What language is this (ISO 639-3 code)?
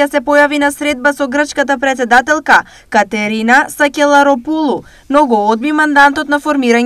mkd